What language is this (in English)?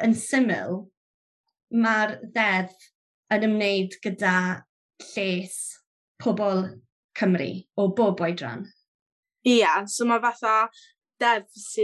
Welsh